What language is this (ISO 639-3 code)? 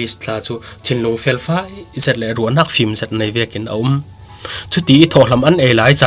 cfm